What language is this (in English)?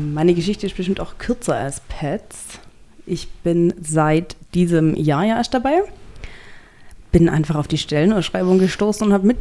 German